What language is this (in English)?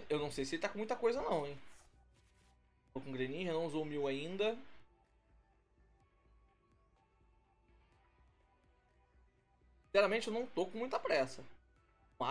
Portuguese